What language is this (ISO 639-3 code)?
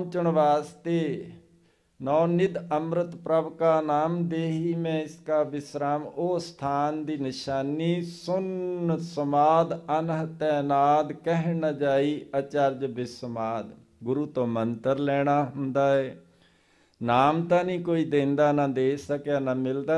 pan